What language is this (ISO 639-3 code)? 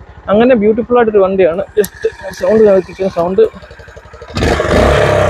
mal